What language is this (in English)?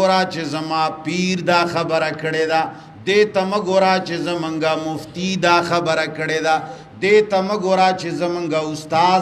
Pashto